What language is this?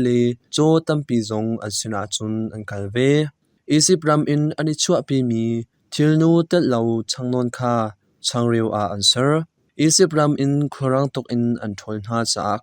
Hakha Chin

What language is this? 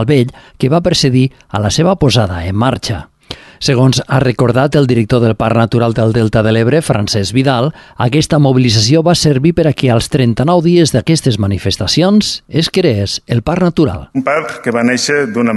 Catalan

